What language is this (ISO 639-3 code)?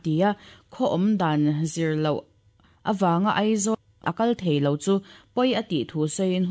lus